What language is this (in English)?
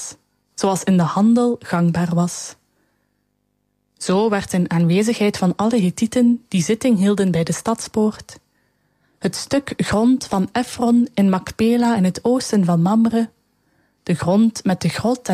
Dutch